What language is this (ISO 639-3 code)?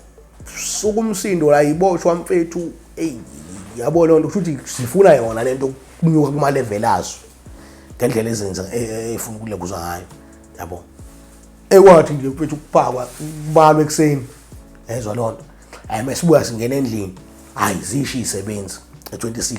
zul